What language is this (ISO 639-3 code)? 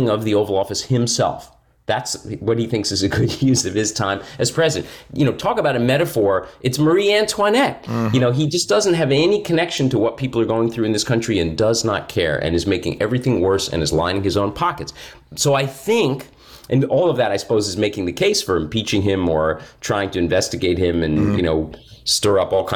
eng